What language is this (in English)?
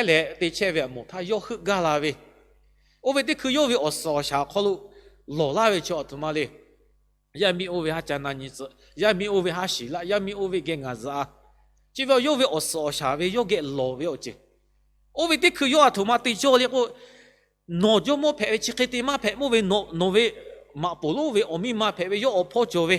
Lahu